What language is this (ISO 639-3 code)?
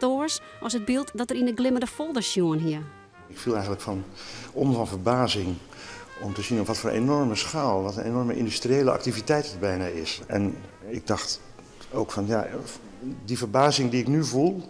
fry